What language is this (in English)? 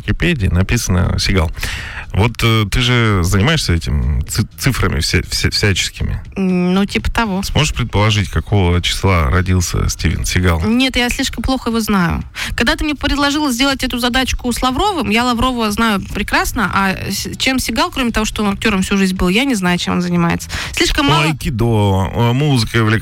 Russian